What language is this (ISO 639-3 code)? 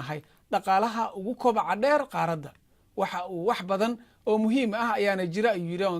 som